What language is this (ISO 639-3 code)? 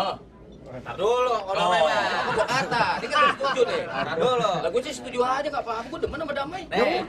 bew